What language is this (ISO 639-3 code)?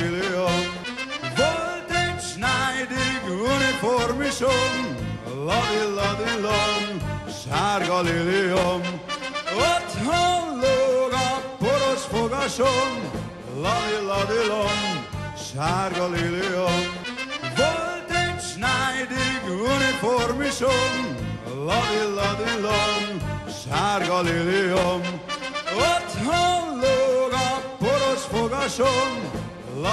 hun